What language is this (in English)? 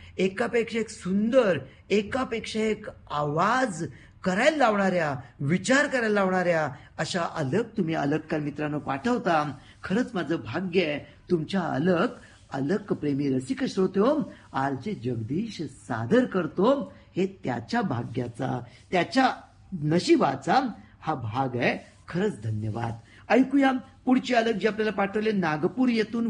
Marathi